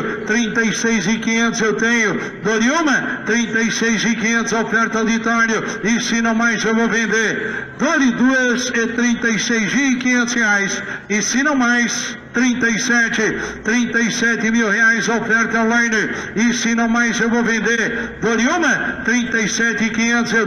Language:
Portuguese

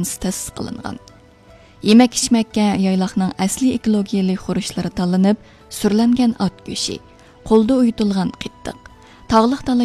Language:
Uyghur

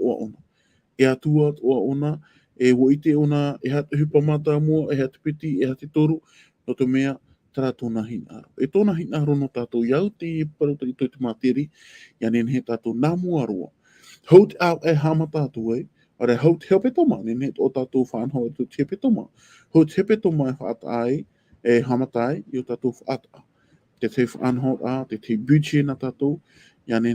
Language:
Tahitian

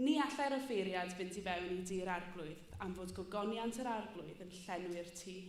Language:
Welsh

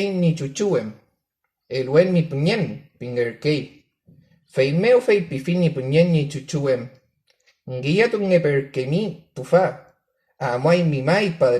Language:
Mapuche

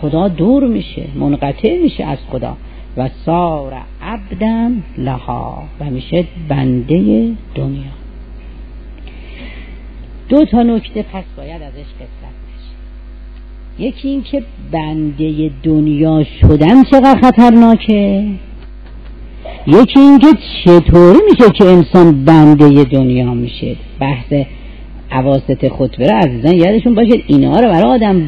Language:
Persian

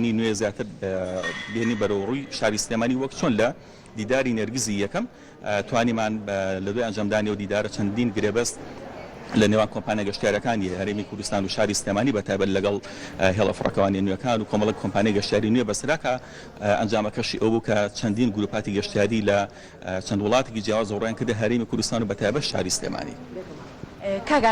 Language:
Central Kurdish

